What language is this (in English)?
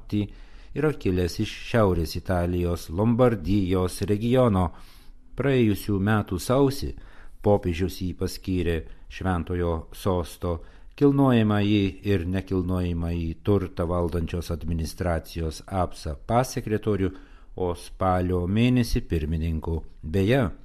Lithuanian